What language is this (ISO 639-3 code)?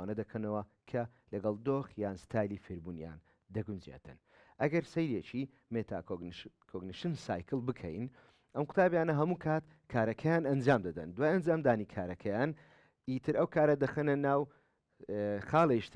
ckb